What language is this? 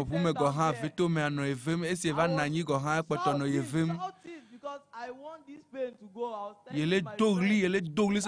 Ewe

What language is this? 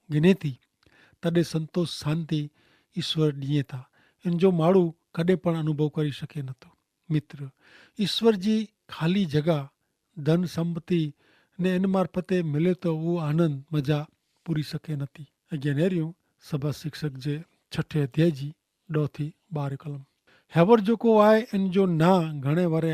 Kachhi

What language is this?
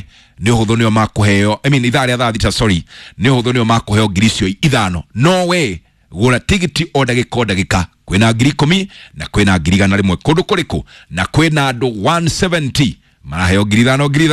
Kikuyu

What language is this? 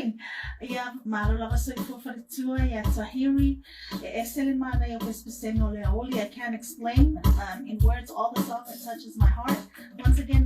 Samoan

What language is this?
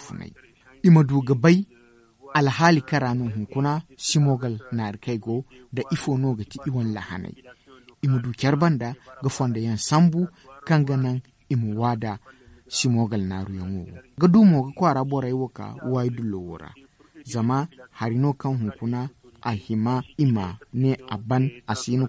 Zarma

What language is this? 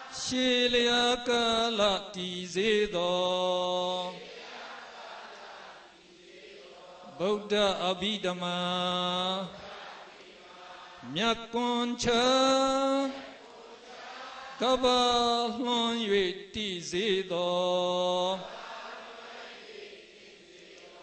Burmese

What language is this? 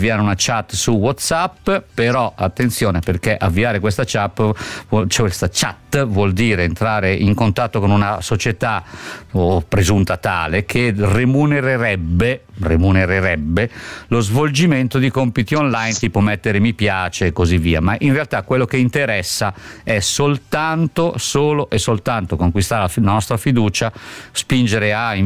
Italian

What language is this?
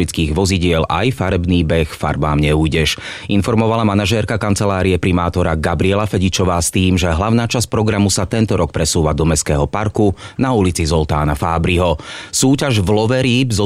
Slovak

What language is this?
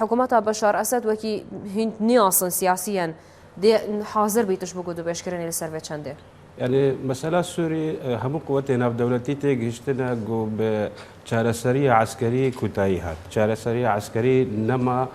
Kurdish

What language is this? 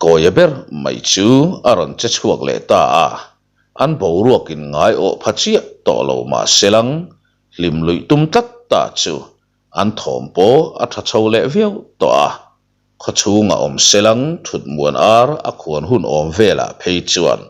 Mizo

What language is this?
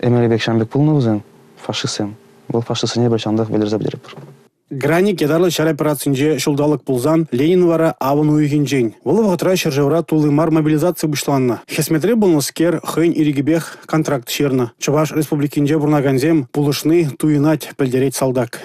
Chuvash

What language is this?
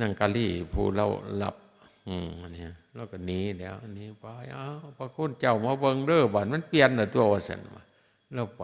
Northeastern Thai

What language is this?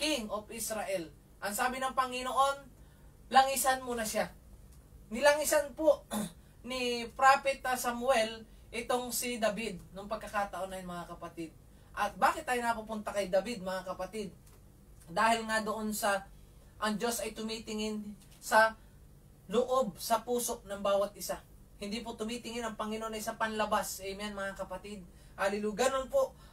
Filipino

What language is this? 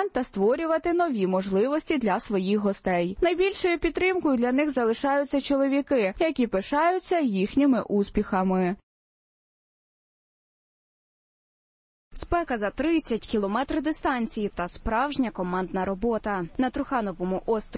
Ukrainian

